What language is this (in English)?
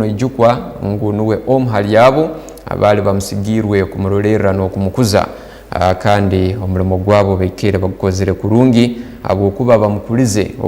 Tooro